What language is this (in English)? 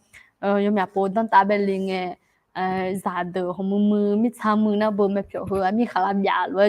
Akha